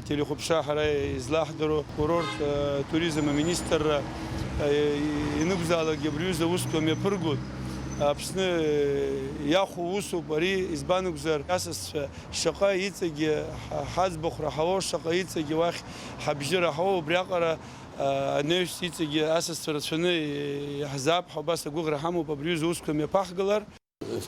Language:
Abkhazian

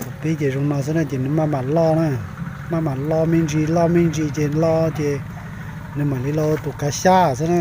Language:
Hmong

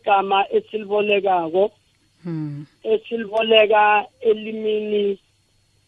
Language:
South Ndebele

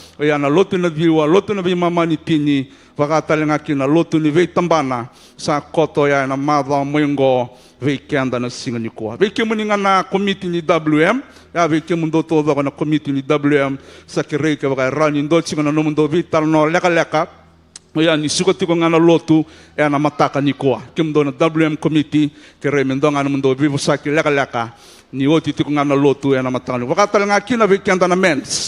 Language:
Fijian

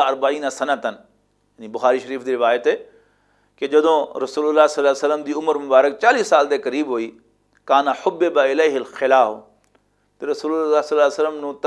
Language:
Western Panjabi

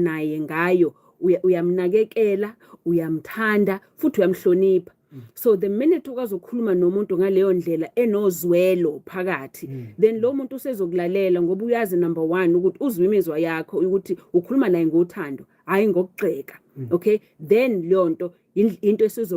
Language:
Zulu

